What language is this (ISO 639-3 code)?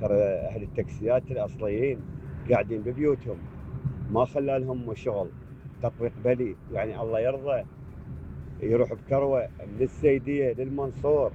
acm